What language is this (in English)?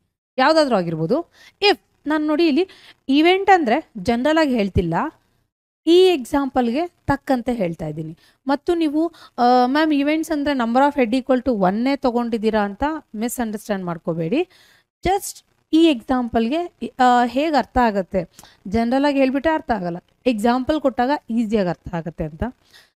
Kannada